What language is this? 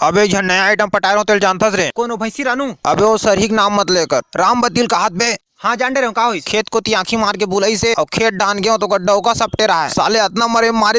Chhattisgarhi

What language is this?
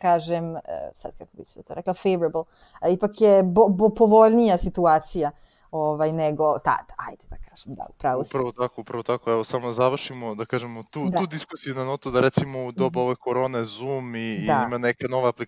Serbian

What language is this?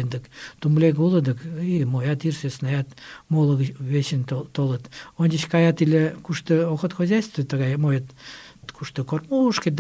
Mari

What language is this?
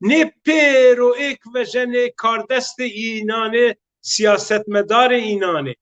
Zaza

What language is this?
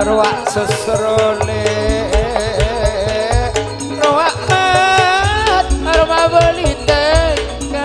Madurese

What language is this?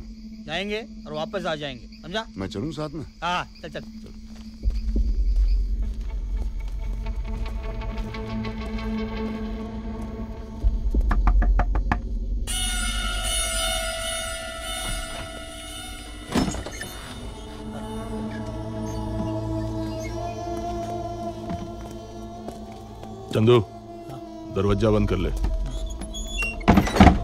Hindi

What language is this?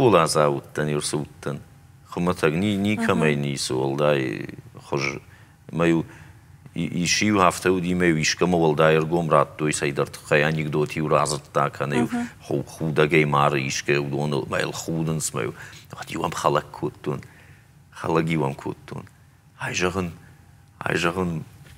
Ossetic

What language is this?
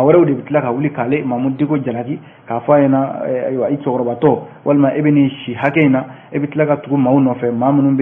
Bambara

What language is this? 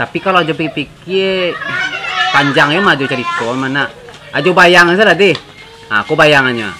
Minangkabau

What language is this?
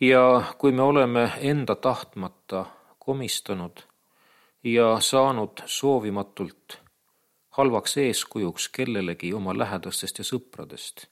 Estonian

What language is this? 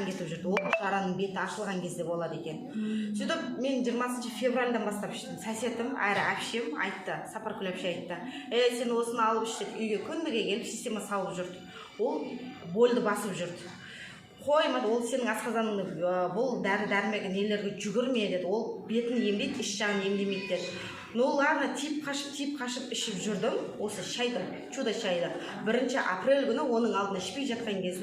Kazakh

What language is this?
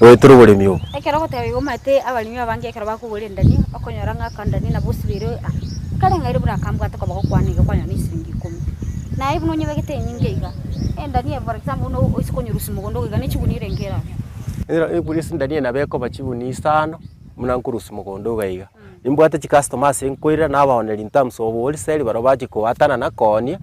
Gusii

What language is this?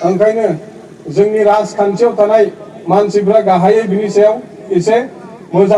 Bodo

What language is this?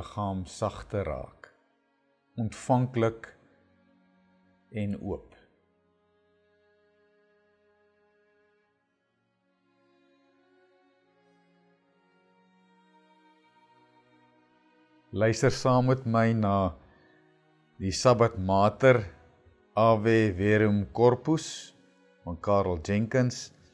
Afrikaans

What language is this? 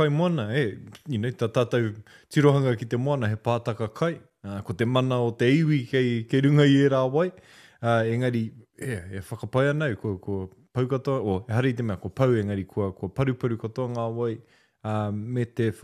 Māori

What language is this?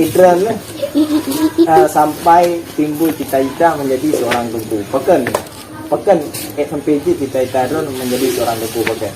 Achinese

